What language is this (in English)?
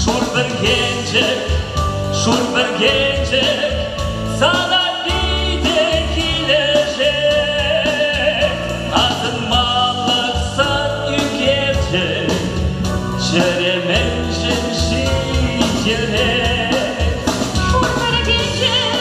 Chuvash